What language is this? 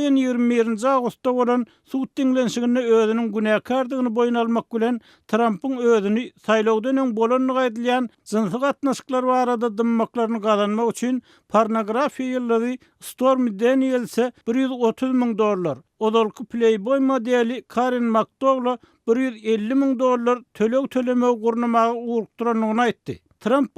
Turkmen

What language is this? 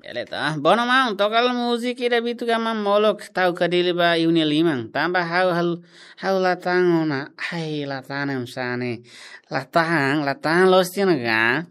Tetum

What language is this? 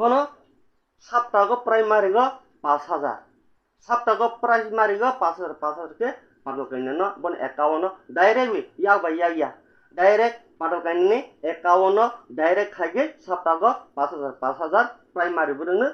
Kok Borok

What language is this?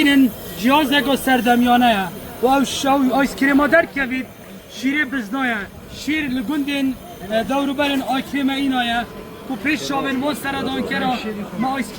Kurdish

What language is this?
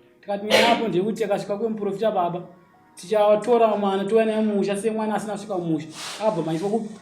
Shona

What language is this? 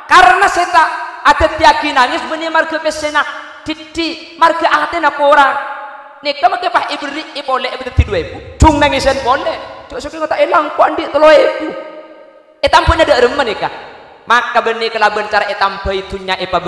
Madurese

